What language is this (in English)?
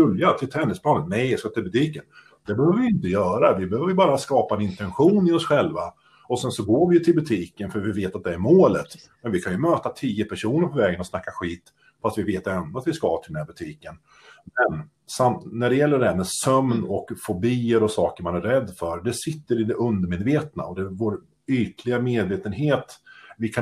Swedish